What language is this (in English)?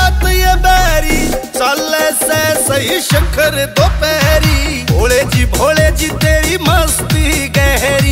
Haryanvi